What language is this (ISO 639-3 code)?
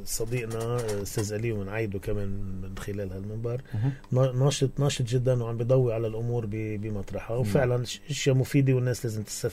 apc